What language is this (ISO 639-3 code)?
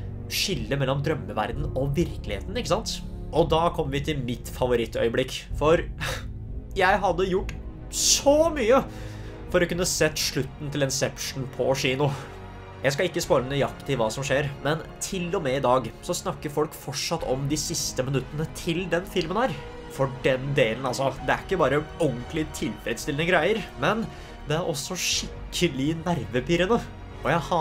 nor